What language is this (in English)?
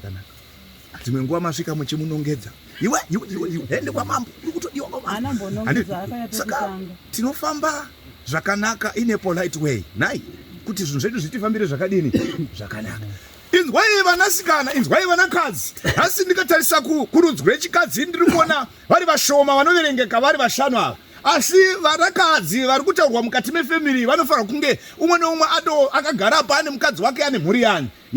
Shona